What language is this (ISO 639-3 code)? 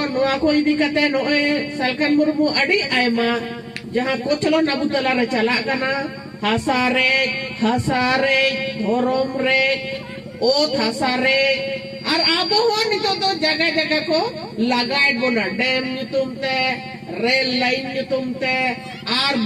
sat